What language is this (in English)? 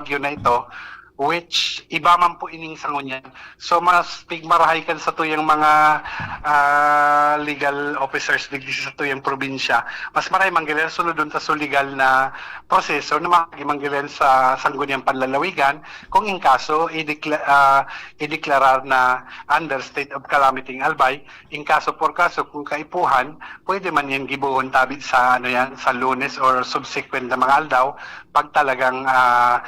Bikol